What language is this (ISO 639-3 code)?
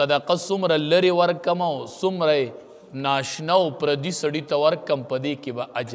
pus